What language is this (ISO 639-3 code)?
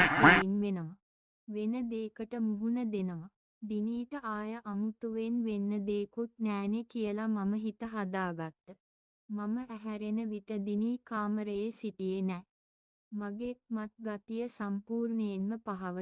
sin